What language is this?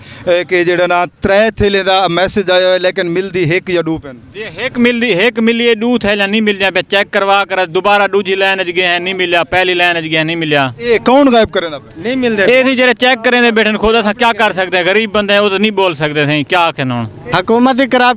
Saraiki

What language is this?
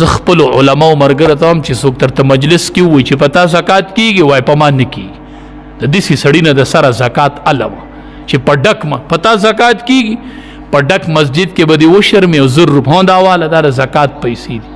Pashto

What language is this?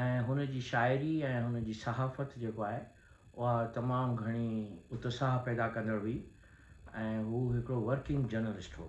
Sindhi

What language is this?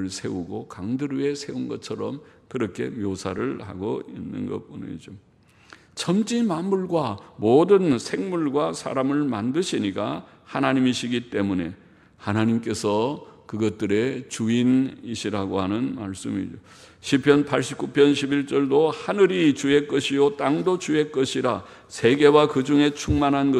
Korean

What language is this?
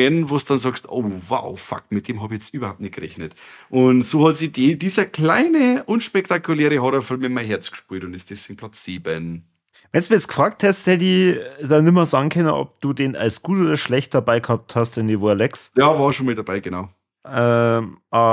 Bavarian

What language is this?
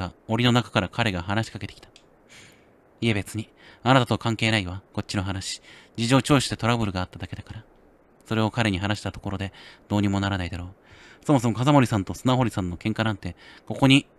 Japanese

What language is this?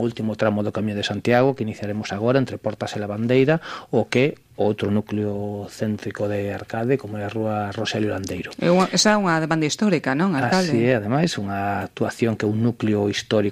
Galician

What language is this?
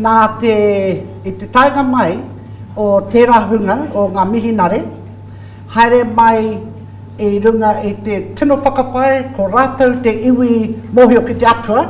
Māori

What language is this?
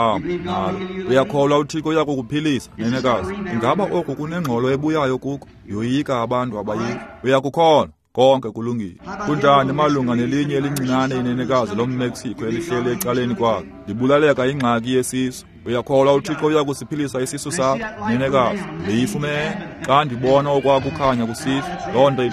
Xhosa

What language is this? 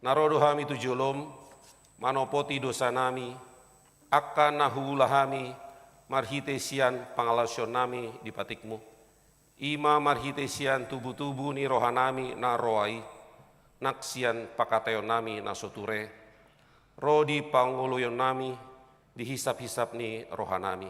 Batak Toba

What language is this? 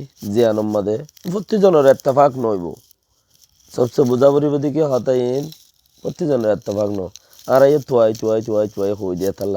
Rohingya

